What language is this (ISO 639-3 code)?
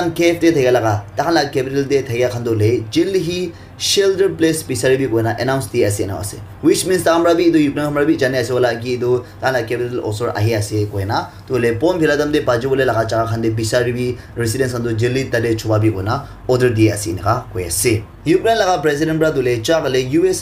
nag